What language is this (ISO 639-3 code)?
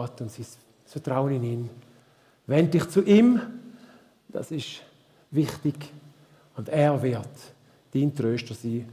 gsw